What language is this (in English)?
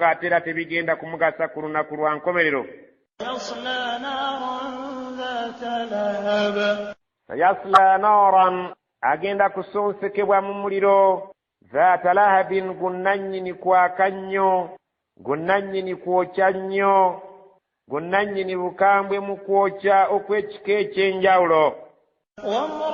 Ganda